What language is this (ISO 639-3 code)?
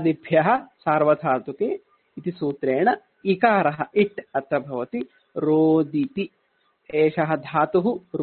san